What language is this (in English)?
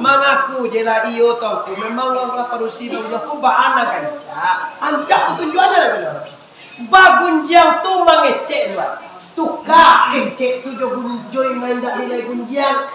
Minangkabau